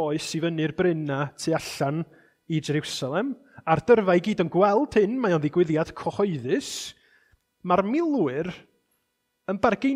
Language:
Welsh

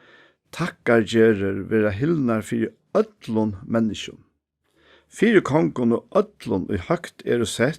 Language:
Faroese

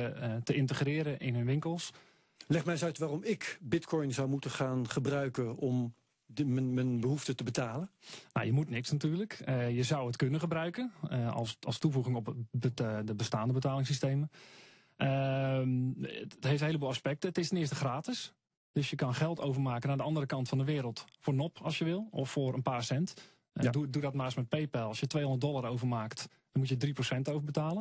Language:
Dutch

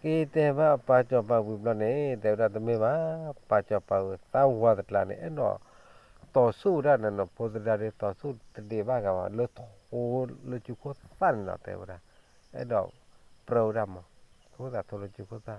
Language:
S'gaw Karen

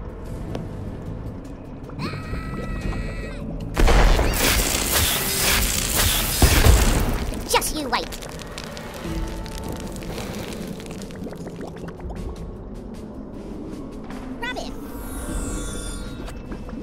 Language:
English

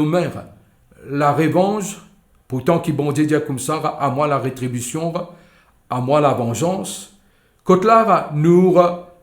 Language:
Morisyen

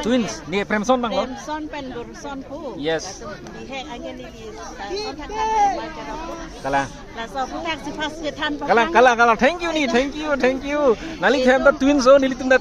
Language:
Karbi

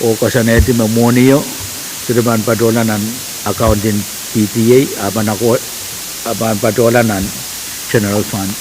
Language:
Pohnpeian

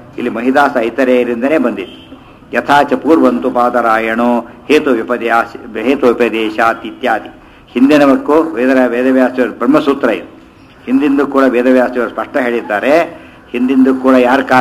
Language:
Kannada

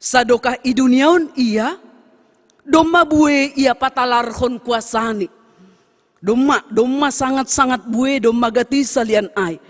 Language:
Batak Simalungun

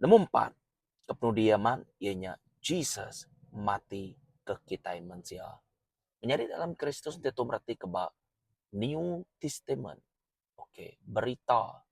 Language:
Iban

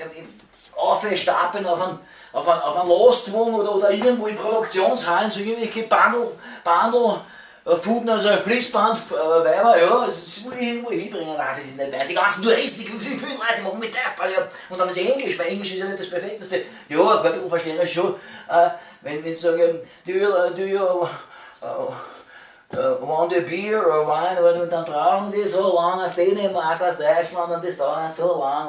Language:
Bavarian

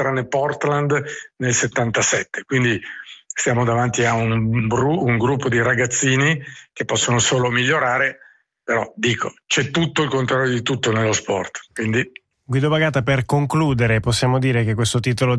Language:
Italian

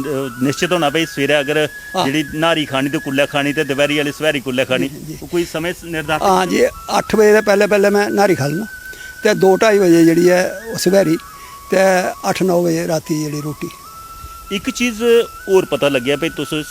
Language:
Dogri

